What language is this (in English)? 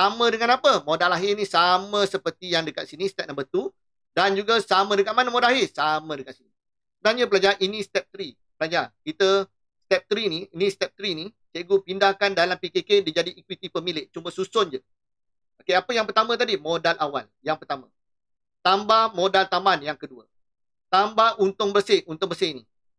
Malay